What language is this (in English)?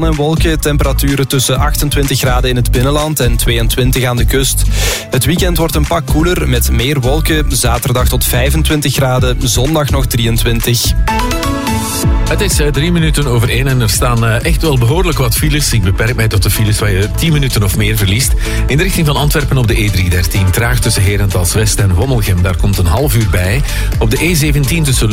Dutch